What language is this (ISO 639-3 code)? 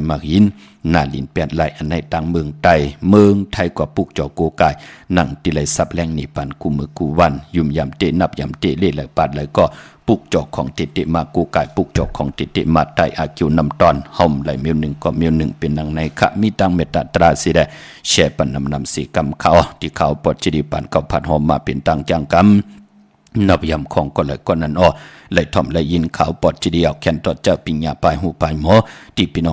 shn